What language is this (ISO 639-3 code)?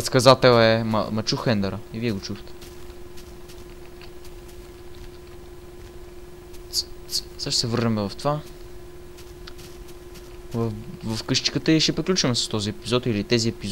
bul